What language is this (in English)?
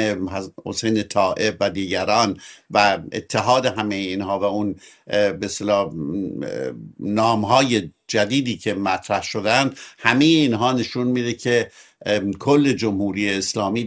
Persian